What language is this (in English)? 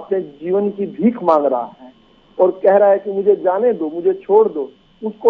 Hindi